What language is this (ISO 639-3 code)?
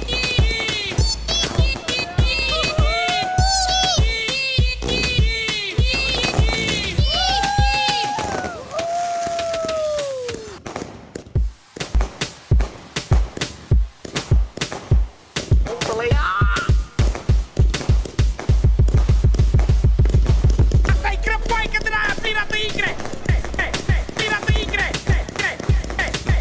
ron